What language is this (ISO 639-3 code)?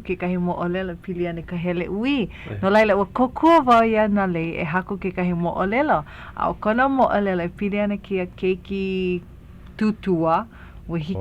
haw